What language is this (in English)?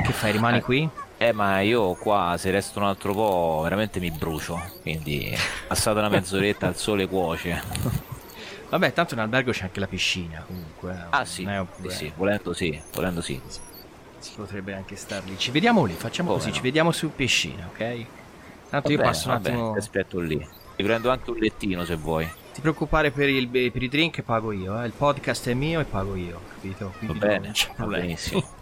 Italian